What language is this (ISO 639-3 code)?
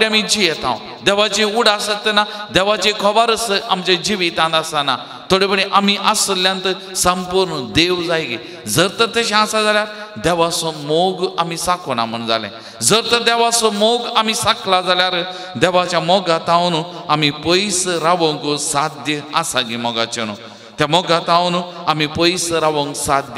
kok